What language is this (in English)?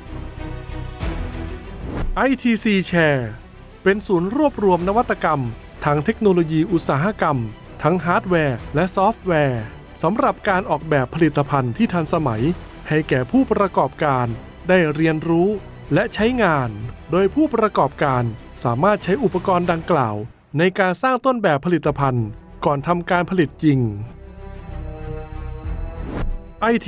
Thai